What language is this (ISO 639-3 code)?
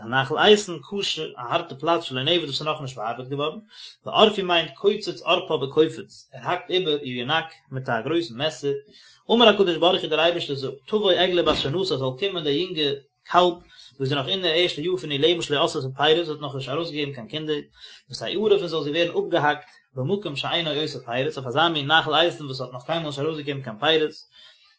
yid